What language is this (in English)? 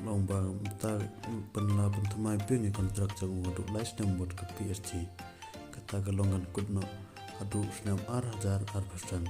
Khasi